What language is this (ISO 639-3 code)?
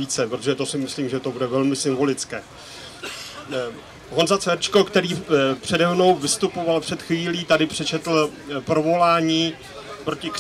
ces